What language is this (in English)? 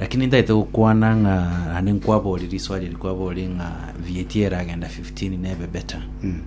Gusii